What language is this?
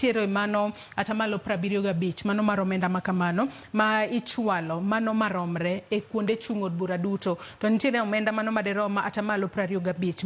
Luo (Kenya and Tanzania)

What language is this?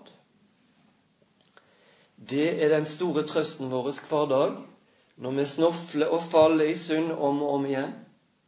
Norwegian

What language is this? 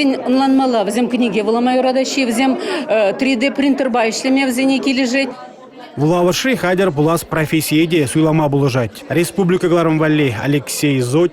Chuvash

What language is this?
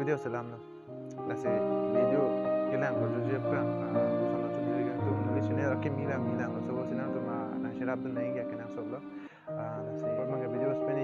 Karbi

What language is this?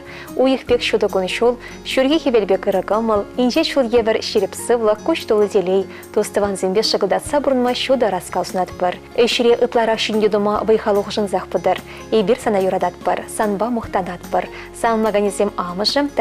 Chuvash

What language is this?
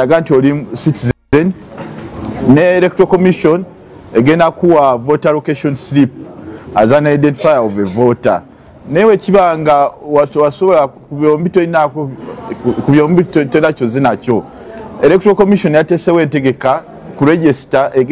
Ganda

